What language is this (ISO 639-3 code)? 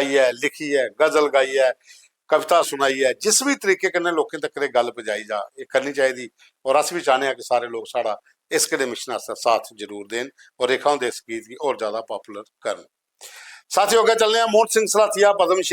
doi